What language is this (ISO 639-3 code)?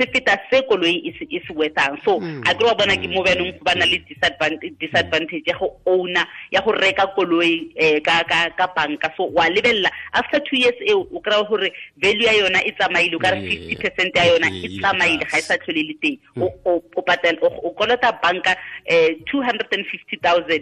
tsn